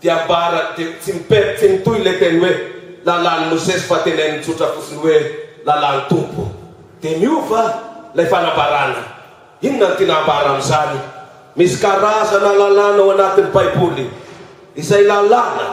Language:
Malagasy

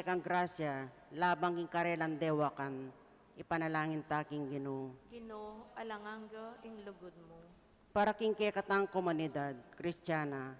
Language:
Pampanga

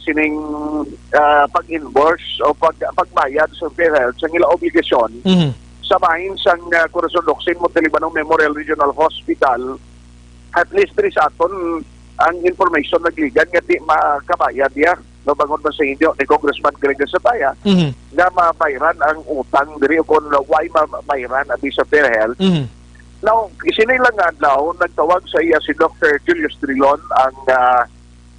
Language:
Hiligaynon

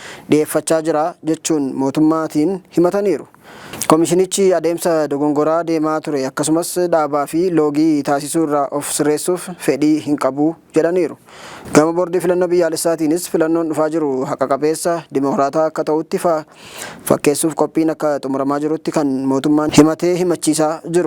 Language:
Oromo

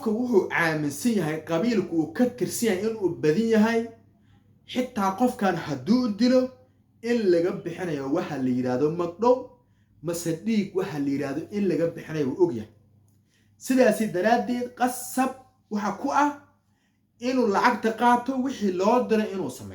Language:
Somali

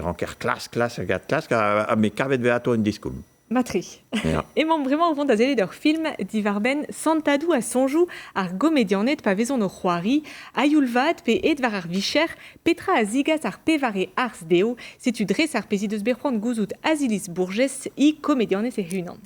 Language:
Breton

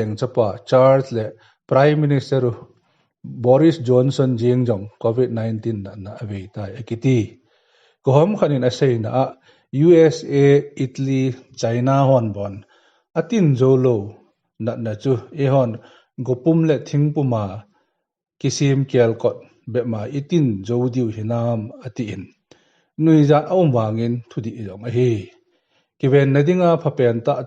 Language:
Thado Chin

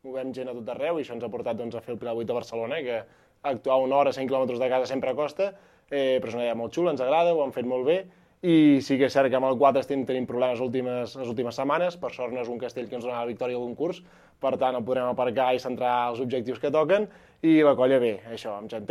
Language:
Catalan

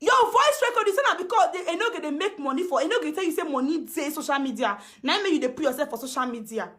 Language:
Nigerian Pidgin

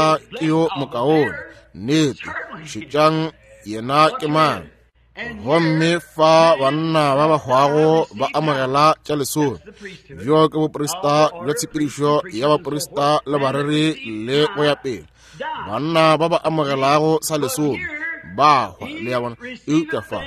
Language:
Northern Sotho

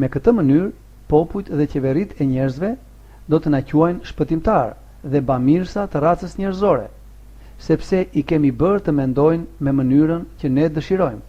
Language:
Albanian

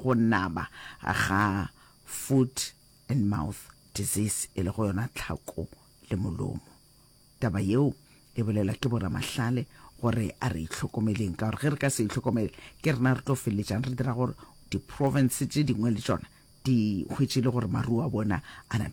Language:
Northern Sotho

